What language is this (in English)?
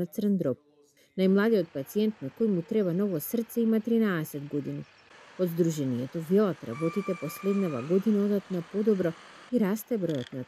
Macedonian